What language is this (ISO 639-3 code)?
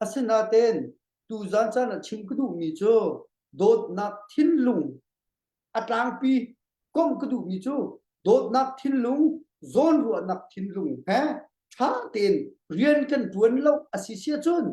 cnh